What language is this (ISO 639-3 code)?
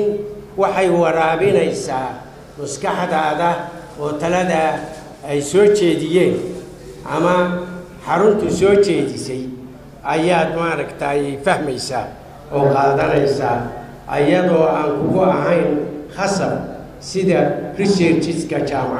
som